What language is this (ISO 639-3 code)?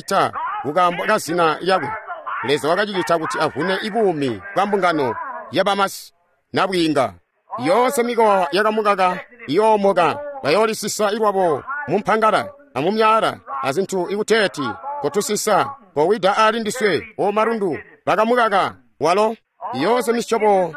toi